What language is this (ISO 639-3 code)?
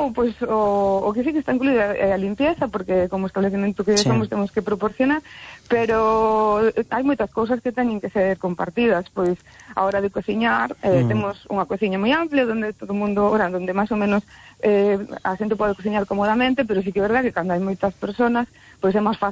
glg